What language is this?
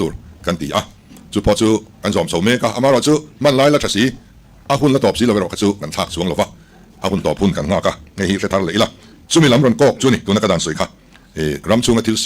Mizo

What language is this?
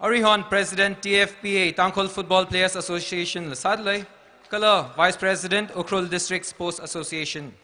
Tangkhul Naga (India)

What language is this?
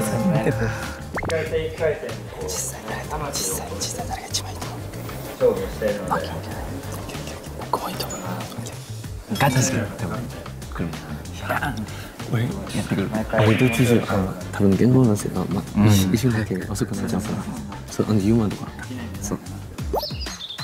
Japanese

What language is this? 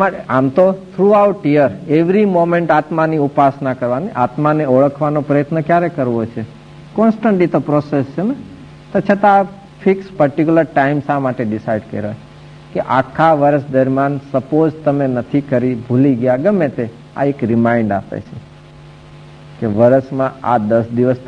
Gujarati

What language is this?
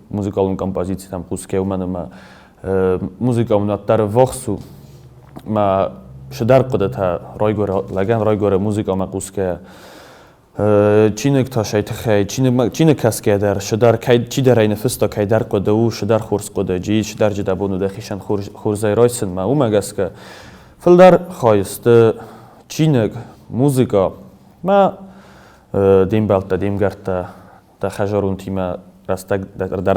Ossetic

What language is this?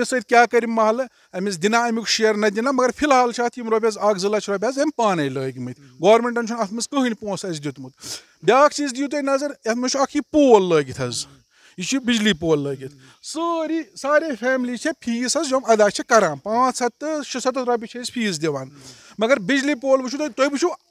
Kashmiri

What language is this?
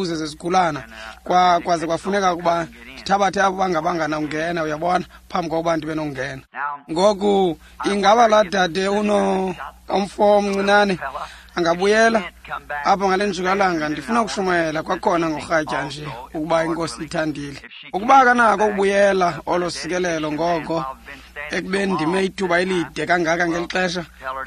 Xhosa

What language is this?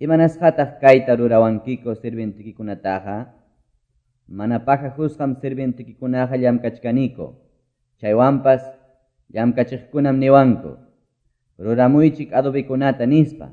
Quechua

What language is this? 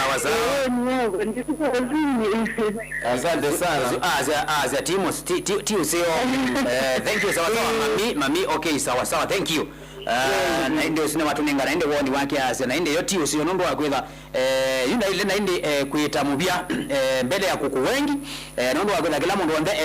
Kamba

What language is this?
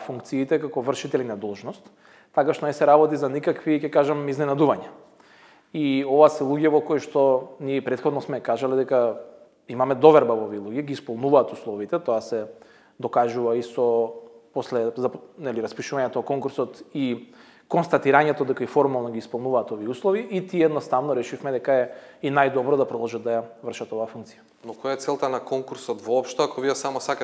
Macedonian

